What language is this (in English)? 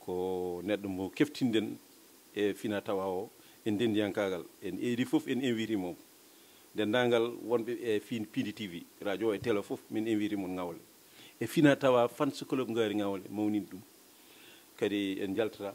Fula